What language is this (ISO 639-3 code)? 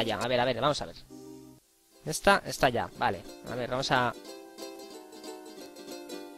spa